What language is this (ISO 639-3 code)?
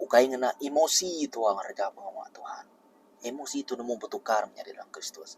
iba